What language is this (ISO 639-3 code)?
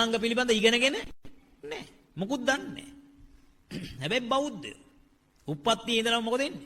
sin